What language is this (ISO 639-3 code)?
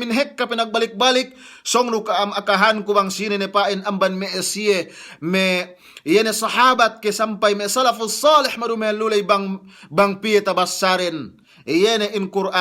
yka